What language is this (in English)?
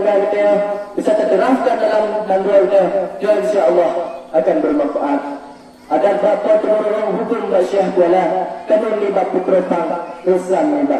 Achinese